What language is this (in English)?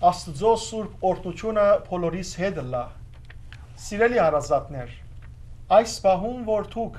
Western Armenian